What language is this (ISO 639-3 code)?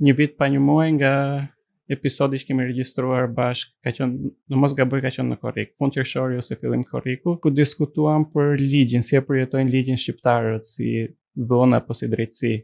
sqi